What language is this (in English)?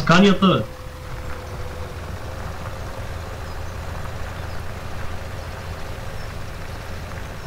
Bulgarian